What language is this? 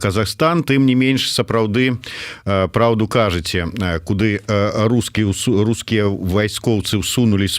Belarusian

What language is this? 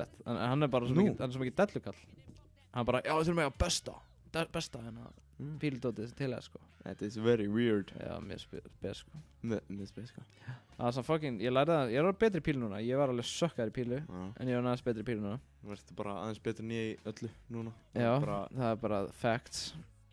Icelandic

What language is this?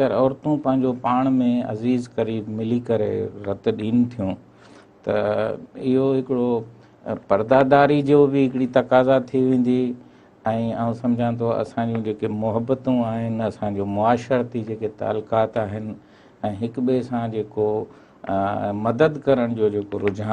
Sindhi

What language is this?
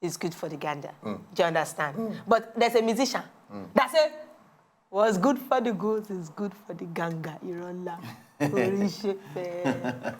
Nigerian Pidgin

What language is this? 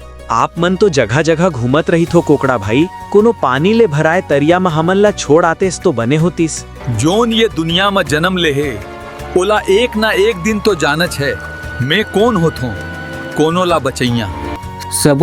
Chhattisgarhi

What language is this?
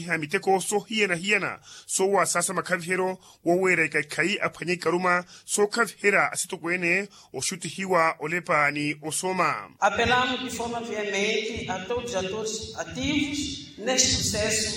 Makhuwa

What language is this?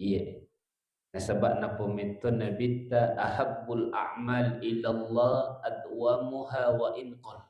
Buginese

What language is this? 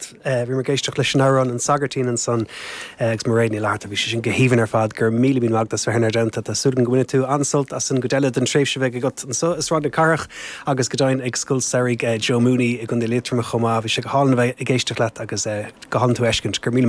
Irish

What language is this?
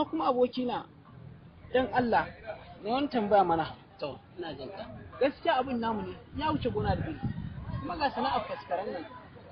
Hausa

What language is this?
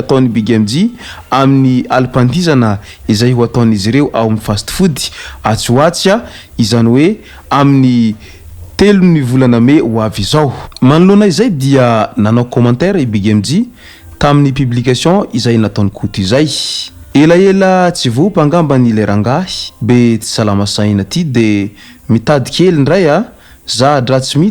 Malagasy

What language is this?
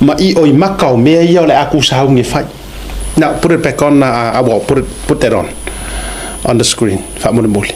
Samoan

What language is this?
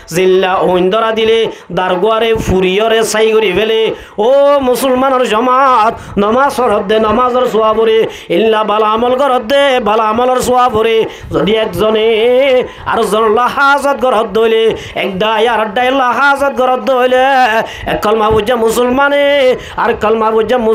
Rohingya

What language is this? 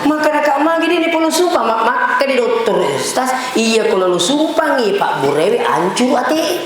Buginese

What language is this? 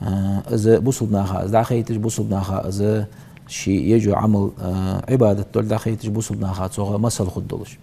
Ingush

